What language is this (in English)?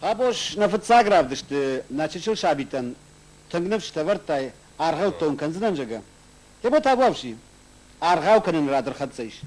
Ossetic